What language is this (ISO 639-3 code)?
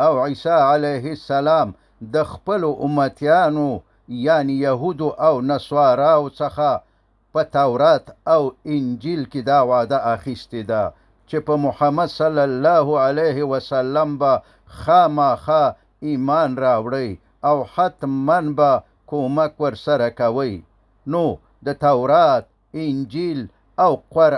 pus